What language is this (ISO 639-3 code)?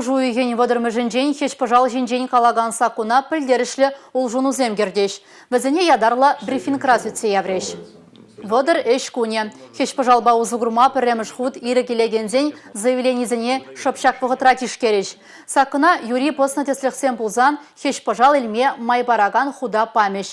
chv